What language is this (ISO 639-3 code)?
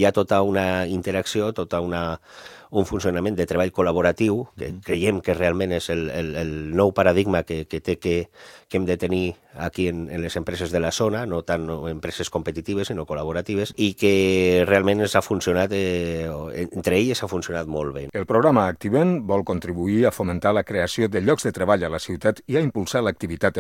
cat